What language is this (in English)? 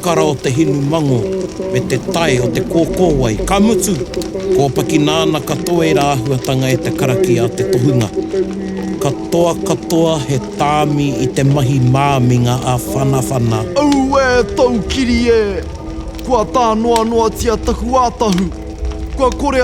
Māori